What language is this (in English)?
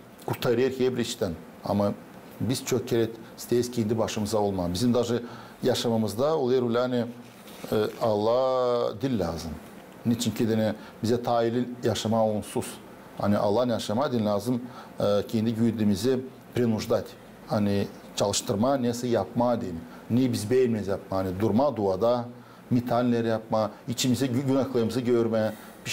Gagauz